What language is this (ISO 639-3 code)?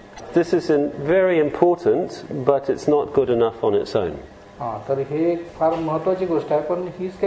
mar